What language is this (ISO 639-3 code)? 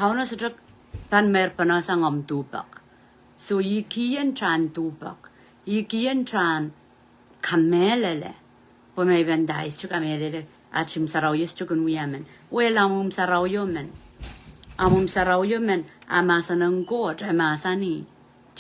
pon